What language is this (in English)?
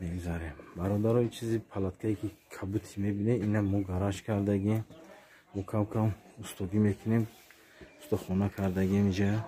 Tajik